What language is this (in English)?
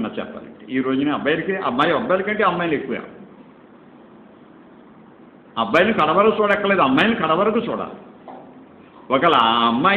Telugu